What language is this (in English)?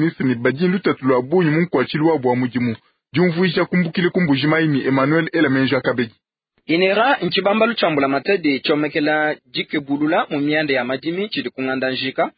Luba-Lulua